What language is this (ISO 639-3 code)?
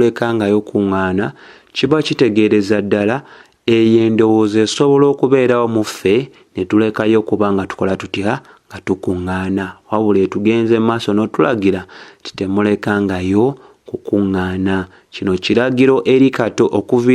lug